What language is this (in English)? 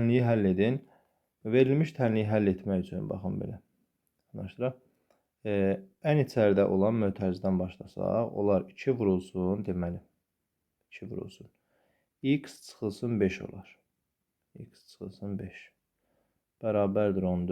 Azerbaijani